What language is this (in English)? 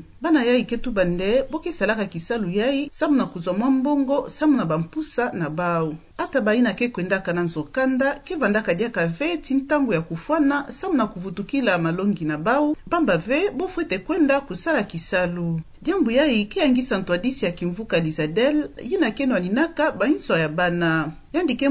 Kituba (Democratic Republic of Congo)